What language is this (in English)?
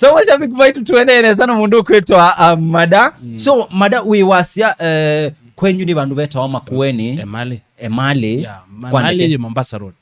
Kamba